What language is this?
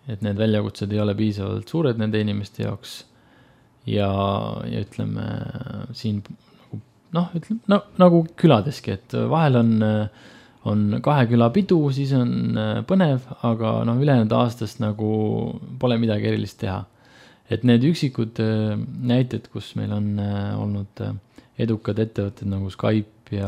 Estonian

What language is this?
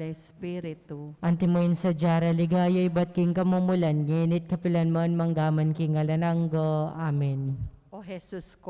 Pampanga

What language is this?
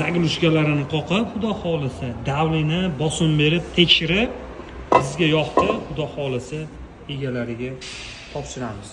Uzbek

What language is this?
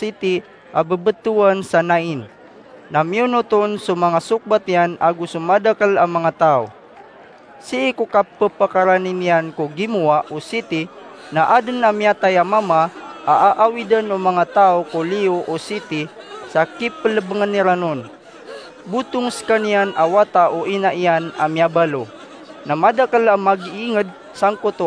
Maranao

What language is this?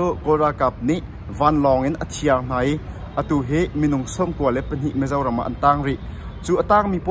Hakha Chin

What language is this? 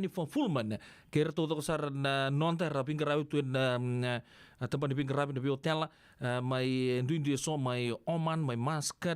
Fijian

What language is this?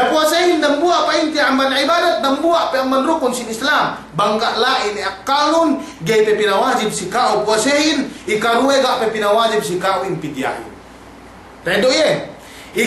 Yakan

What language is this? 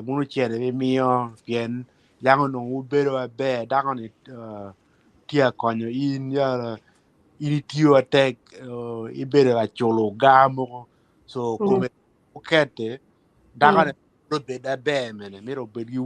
Acoli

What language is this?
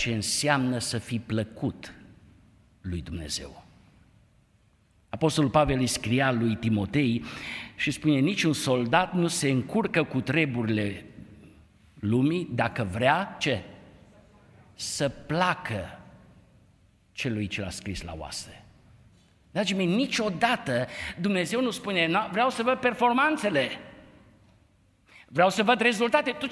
Romanian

